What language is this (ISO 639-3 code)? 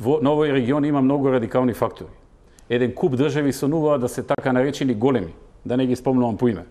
mkd